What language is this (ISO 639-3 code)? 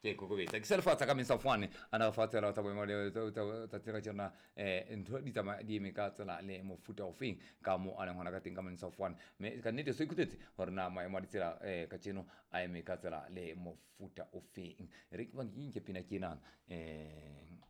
sot